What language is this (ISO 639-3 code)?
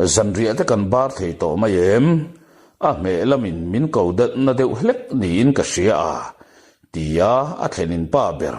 lus